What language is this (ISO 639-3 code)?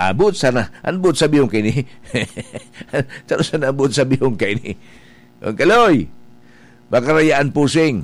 bik